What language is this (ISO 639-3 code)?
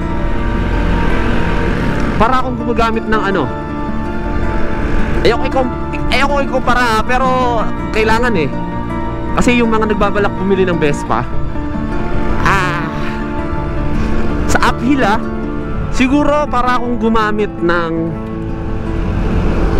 fil